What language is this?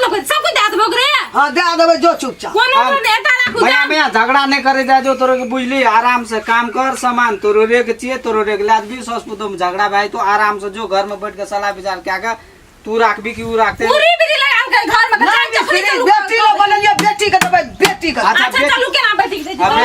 Maithili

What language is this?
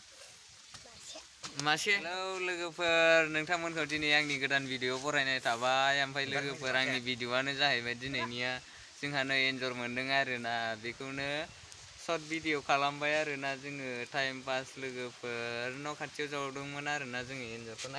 Bodo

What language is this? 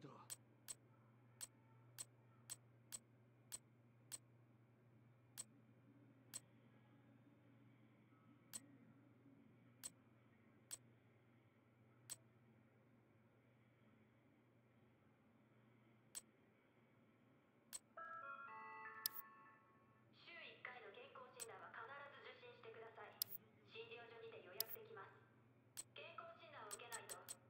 Japanese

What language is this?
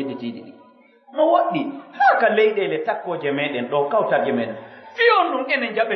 Pular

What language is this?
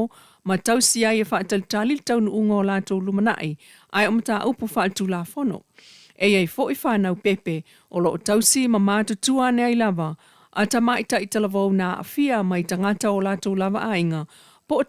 Samoan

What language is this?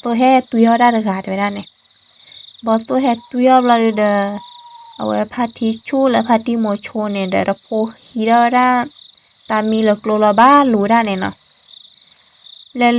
S'gaw Karen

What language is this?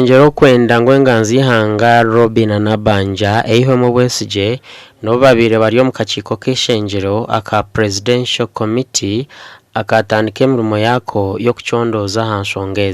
Nyankole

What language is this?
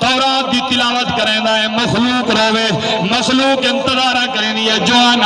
Saraiki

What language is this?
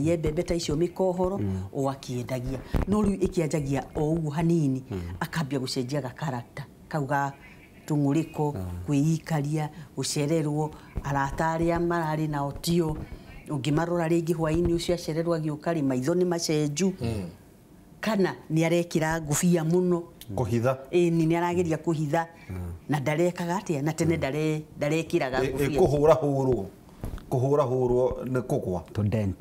Kikuyu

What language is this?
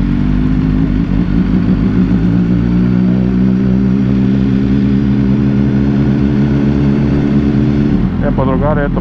Serbian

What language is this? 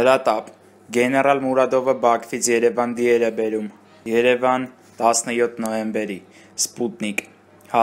Armenian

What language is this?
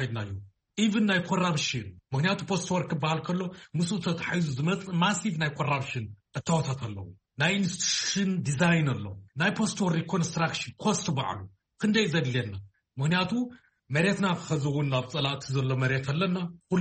Tigrinya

